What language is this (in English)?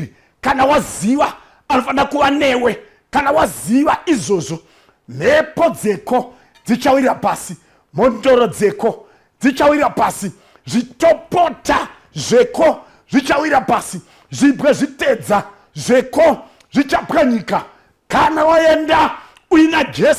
Shona